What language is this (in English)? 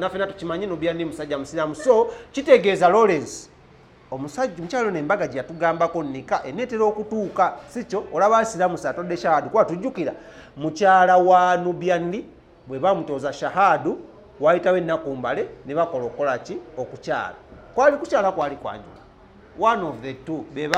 Ganda